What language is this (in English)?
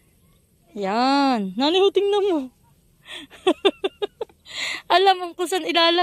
Filipino